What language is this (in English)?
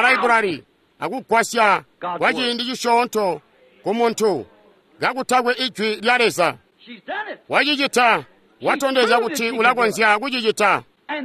Tonga (Zambia)